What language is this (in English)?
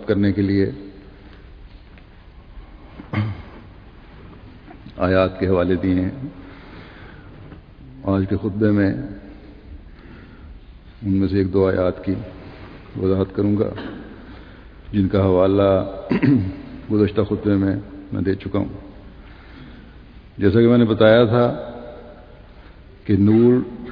Urdu